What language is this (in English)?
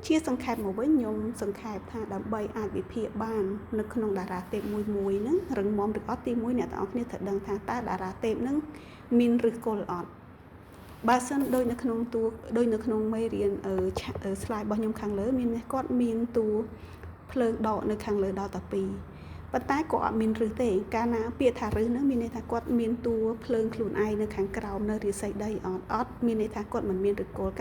Khmer